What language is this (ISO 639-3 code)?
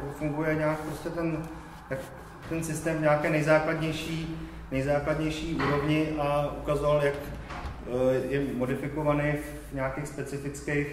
ces